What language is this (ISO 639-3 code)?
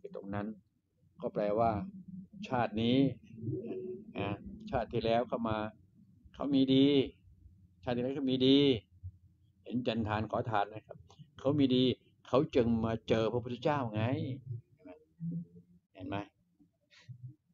tha